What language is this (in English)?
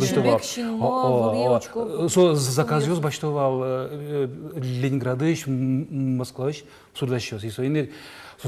Udmurt